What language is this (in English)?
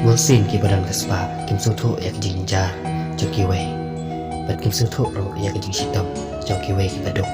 Khasi